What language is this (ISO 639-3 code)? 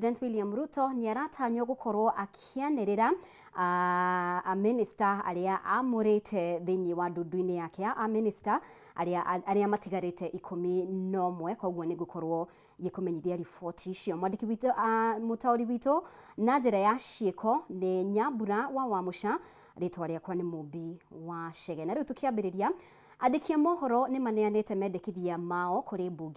kik